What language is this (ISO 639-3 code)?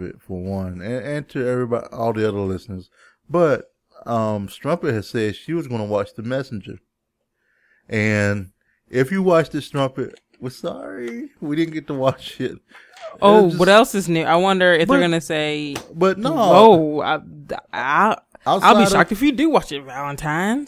eng